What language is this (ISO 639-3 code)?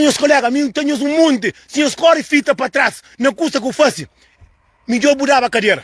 kea